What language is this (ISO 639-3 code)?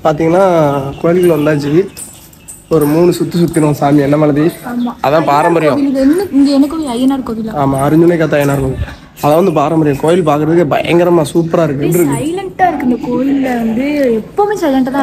tam